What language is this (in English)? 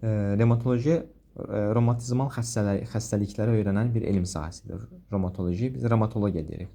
Azerbaijani